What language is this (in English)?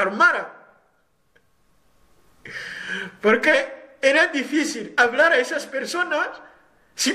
Spanish